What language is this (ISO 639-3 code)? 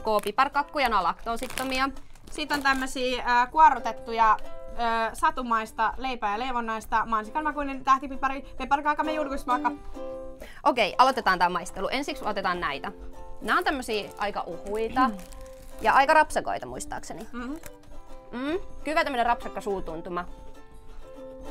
fin